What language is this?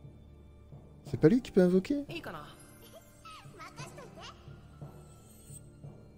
French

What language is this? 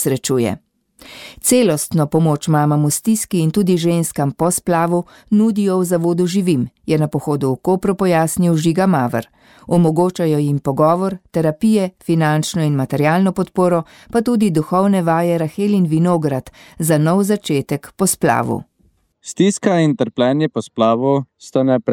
Slovenian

